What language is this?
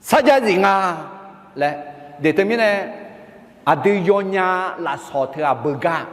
Akha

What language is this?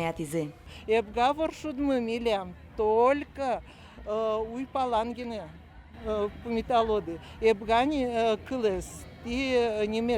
Udmurt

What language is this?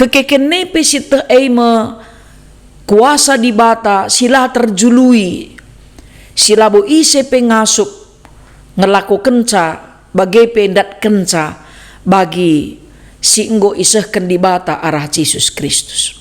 Batak Karo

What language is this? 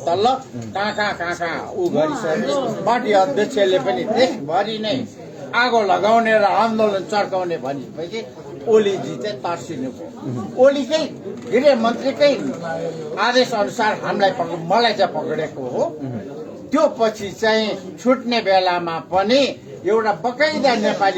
Nepali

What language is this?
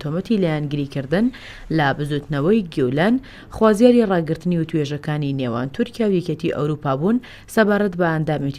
Central Kurdish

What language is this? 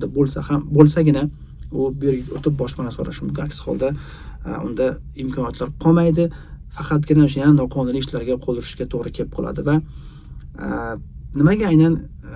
Uzbek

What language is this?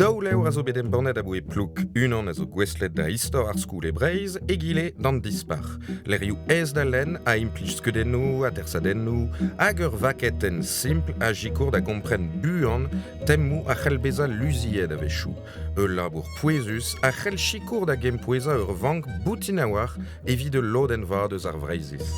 Breton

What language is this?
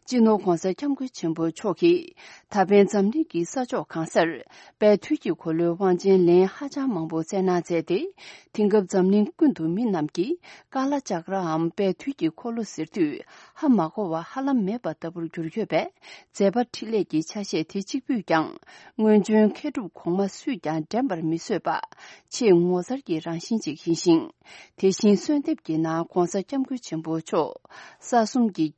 Tibetan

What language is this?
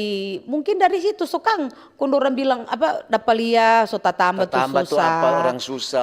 Manado Malay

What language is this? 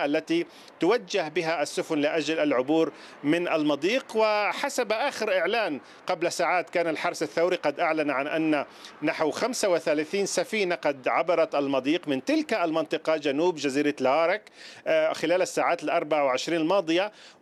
Arabic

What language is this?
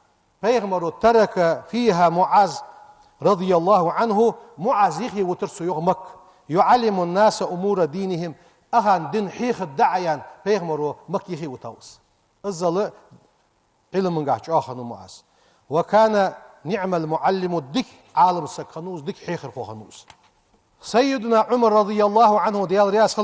Ingush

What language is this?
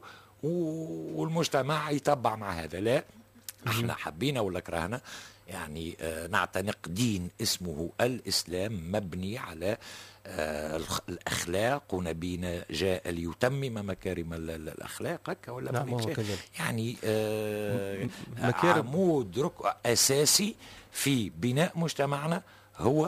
Tunisian Arabic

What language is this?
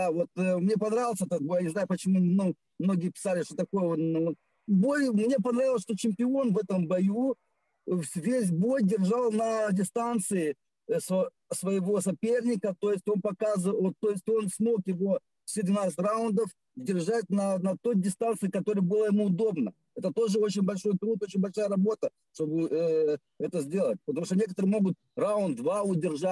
Russian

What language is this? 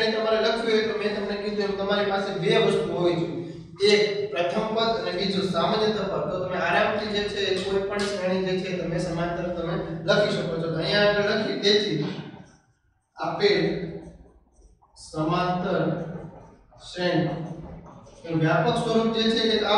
Gujarati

